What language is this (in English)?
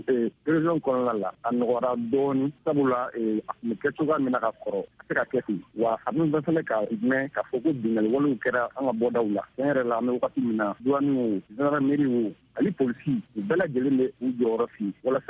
Bambara